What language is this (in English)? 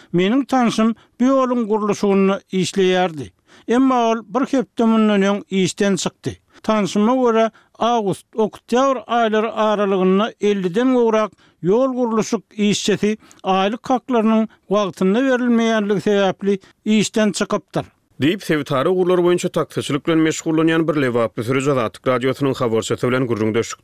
Turkmen